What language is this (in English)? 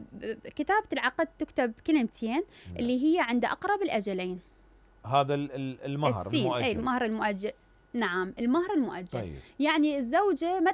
Mesopotamian Arabic